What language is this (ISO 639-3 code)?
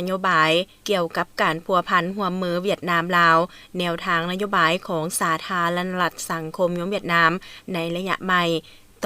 lao